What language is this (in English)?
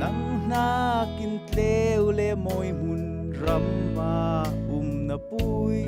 Falam Chin